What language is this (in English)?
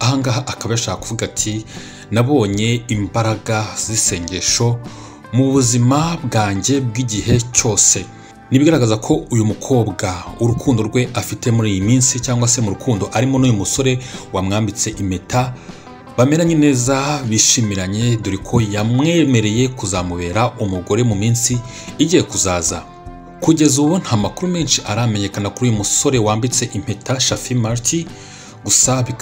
Kinyarwanda